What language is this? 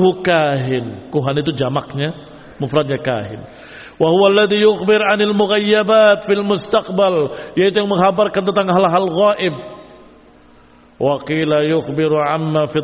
Indonesian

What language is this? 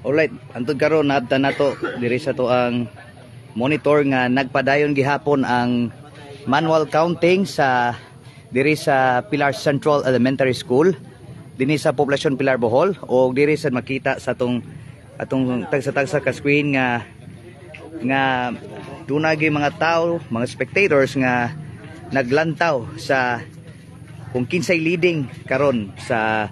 Cebuano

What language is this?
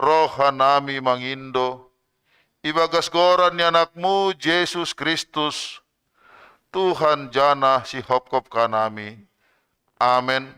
Batak Simalungun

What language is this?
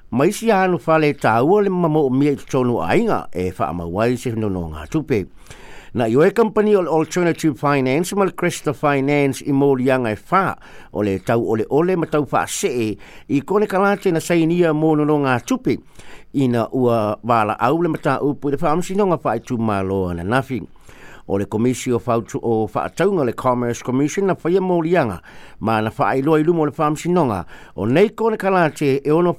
Samoan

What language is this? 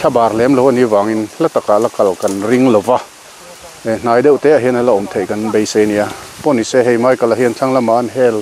Mizo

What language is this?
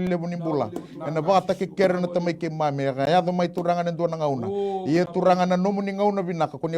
Fijian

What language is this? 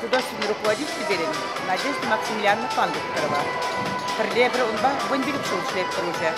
Chuvash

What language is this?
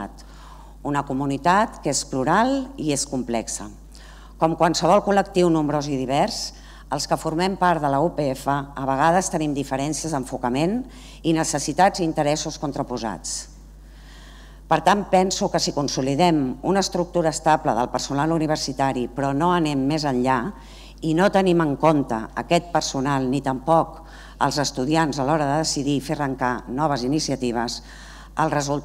Catalan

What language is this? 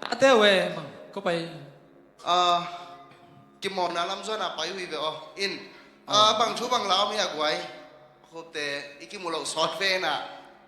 Tedim Chin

